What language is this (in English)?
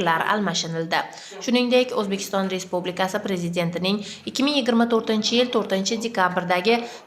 Uzbek